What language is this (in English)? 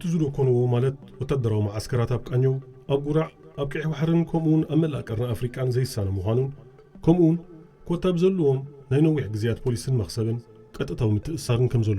Tigrinya